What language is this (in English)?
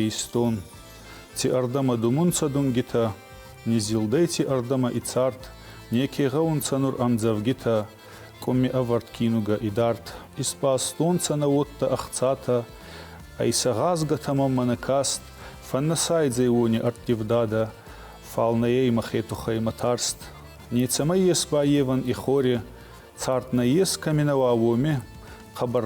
Ossetic